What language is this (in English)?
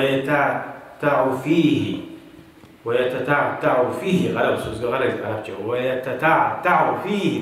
Kumyk